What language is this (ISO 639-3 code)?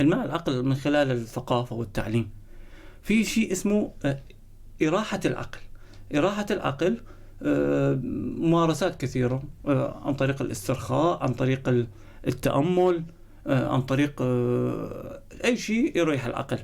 apc